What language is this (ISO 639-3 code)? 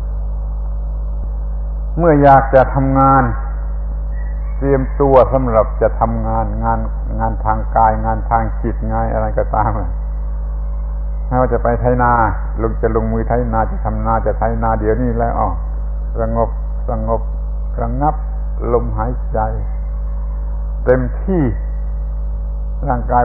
tha